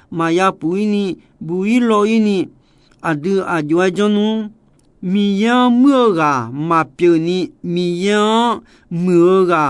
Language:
Akha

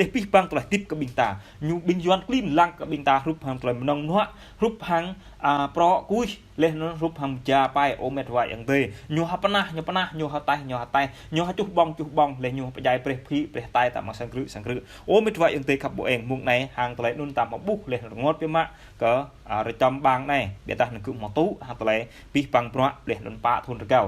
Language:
Jarai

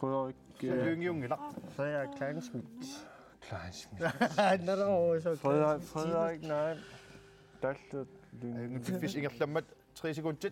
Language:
Kalaallisut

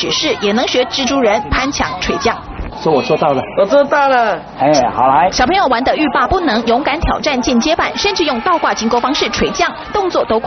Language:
Chinese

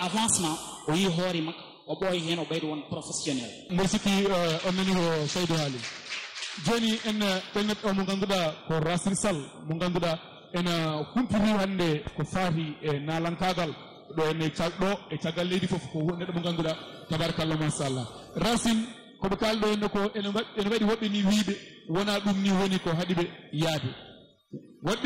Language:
Fula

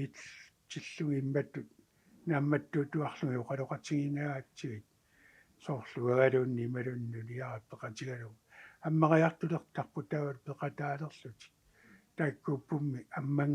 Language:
Kalaallisut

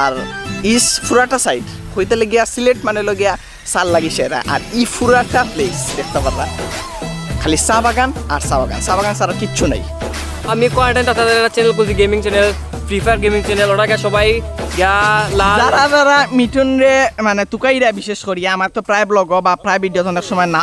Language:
Sylheti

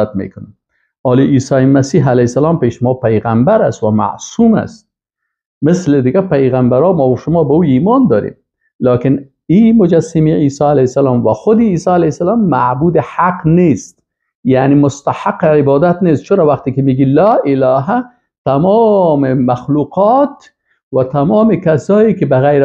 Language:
Persian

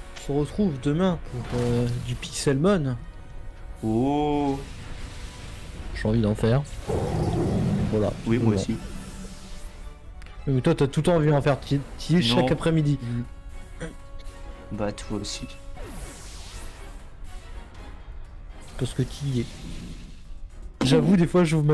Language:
French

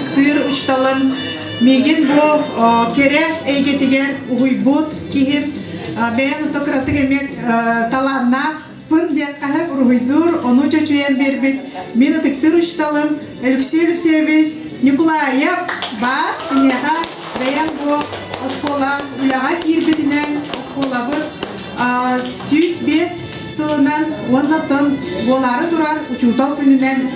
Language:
Yakut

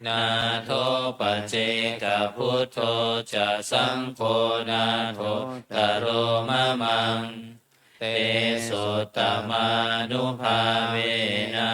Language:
Pali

